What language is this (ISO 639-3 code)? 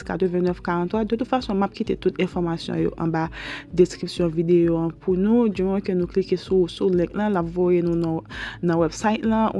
hat